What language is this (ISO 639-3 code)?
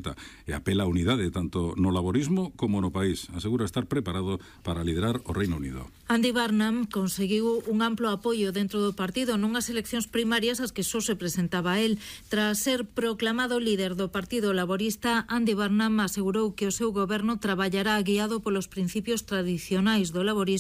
glg